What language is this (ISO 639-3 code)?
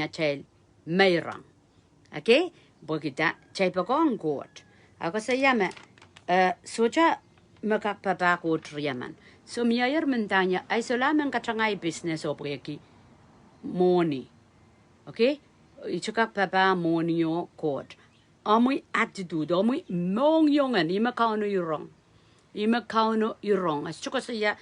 pon